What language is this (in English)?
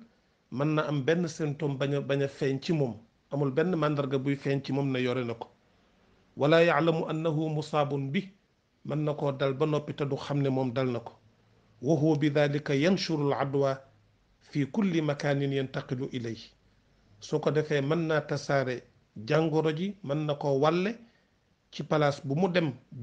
Wolof